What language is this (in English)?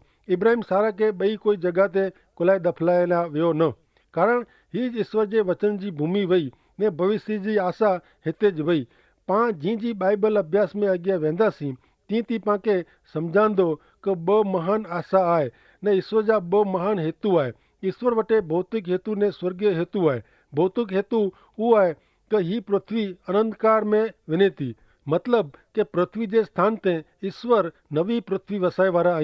Kachhi